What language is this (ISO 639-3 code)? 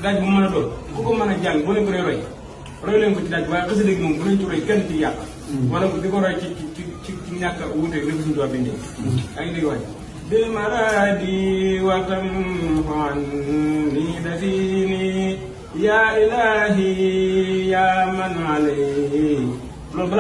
wol